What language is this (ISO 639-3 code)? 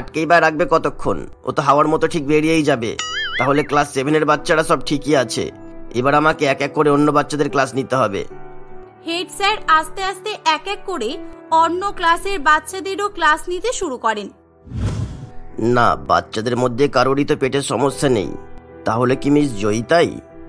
ben